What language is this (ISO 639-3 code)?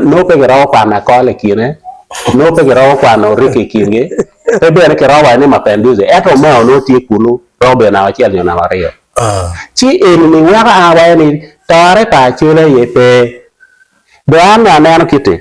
ach